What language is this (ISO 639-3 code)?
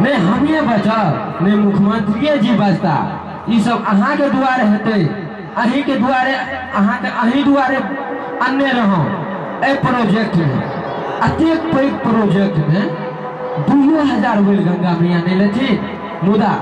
mai